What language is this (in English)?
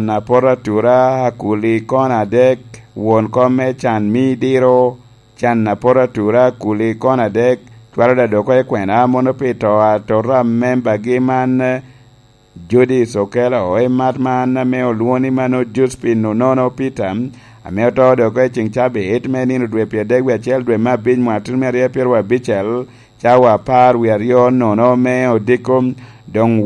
Lango (Uganda)